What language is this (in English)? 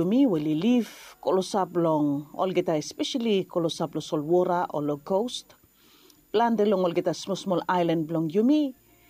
Bislama